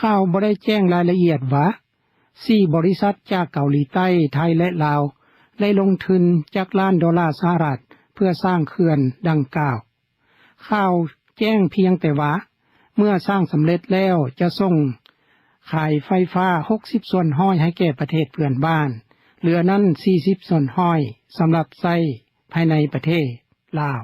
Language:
Lao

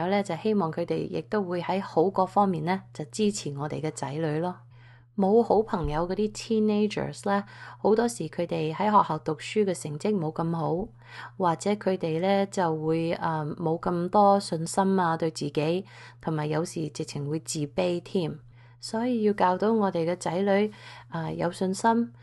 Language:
Cantonese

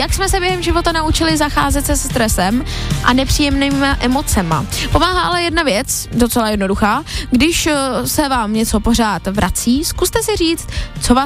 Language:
Czech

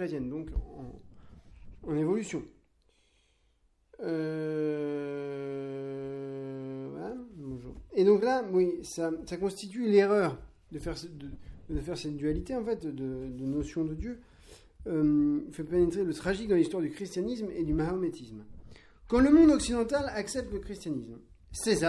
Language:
French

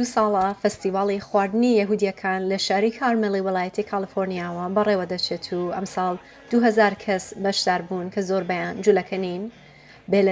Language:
Central Kurdish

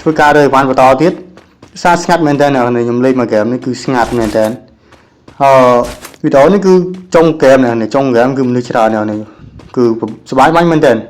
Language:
Khmer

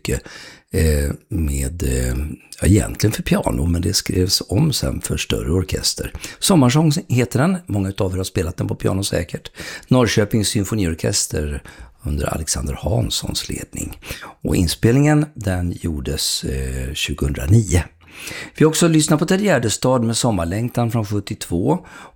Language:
Swedish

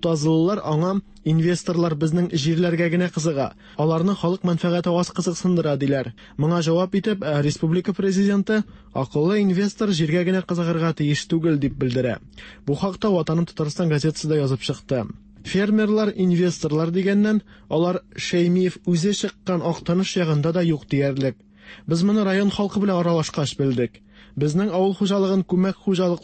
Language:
Tatar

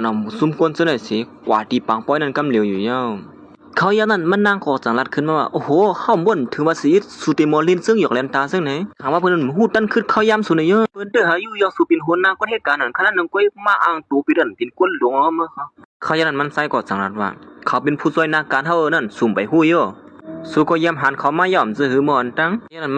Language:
Shan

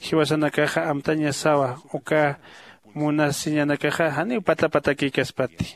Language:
Aymara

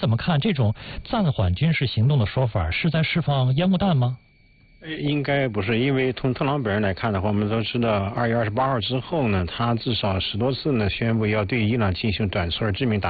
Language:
Chinese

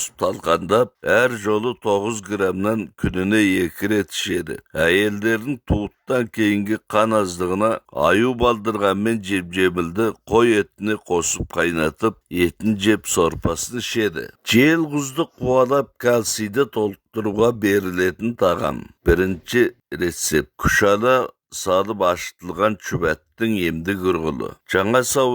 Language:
Kazakh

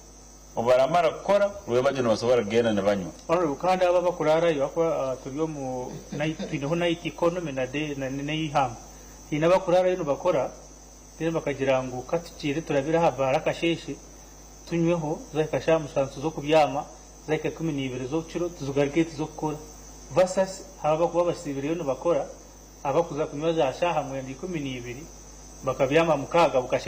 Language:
Nyankole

